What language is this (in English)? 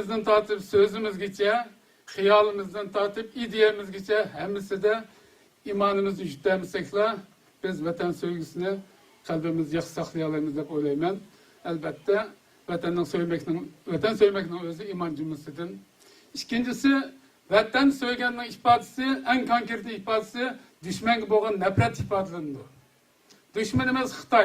Uyghur